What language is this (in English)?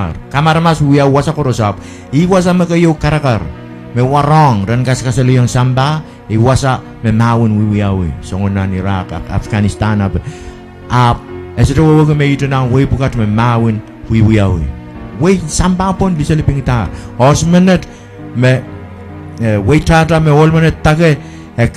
Pohnpeian